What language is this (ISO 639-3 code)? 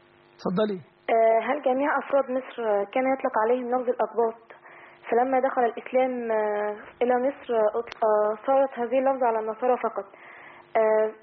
ara